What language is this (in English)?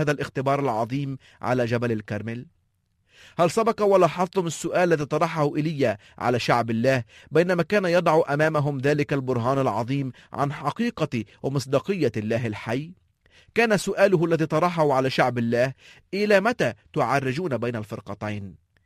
Arabic